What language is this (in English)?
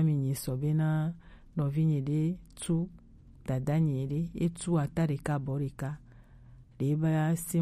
Gen